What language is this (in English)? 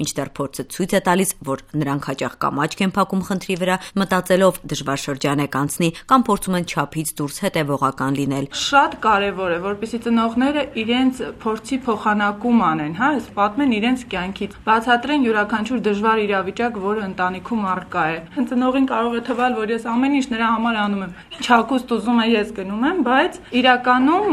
Armenian